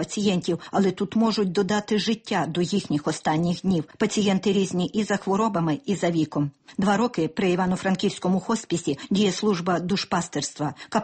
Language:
Ukrainian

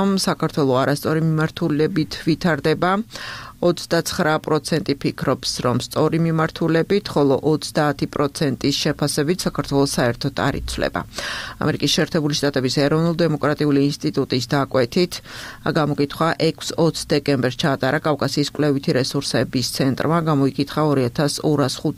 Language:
Georgian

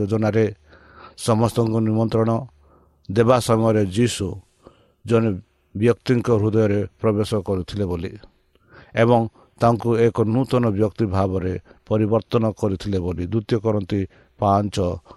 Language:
Odia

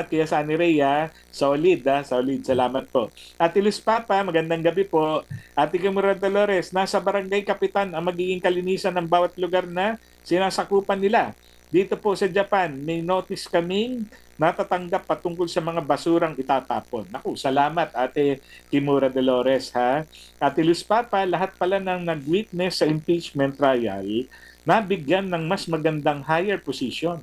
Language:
Filipino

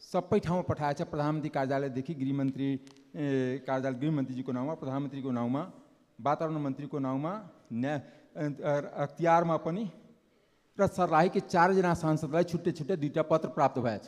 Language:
Nepali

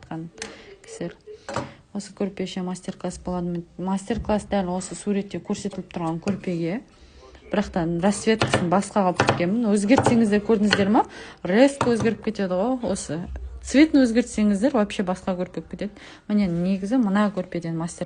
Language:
Kazakh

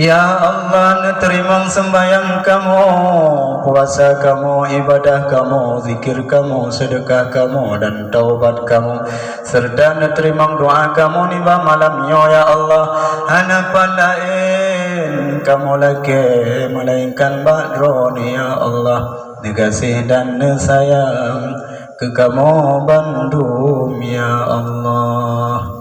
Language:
Achinese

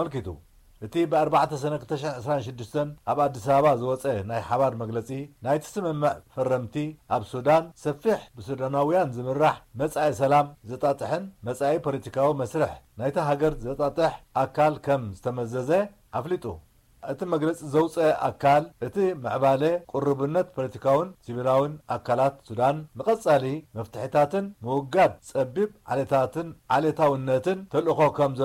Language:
Tigrinya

